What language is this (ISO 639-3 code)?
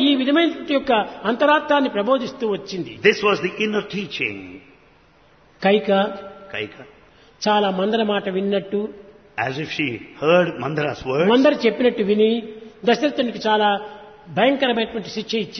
tel